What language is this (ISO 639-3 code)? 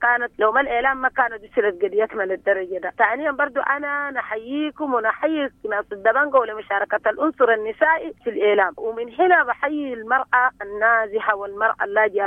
apd